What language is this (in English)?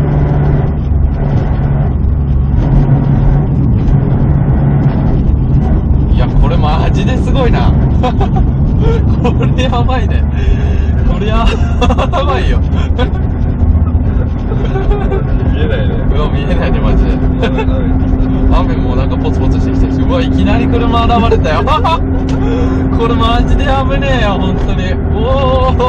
Japanese